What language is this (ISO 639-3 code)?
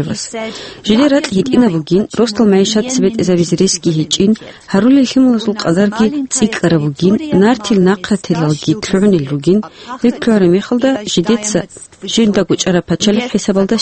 ava